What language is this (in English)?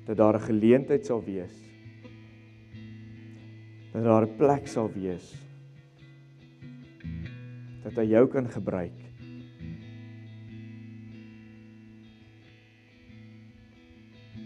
Afrikaans